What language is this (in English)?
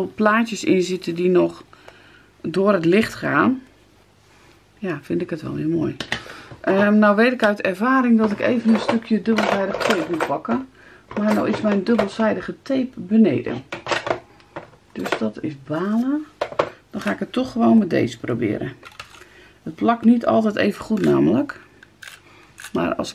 Dutch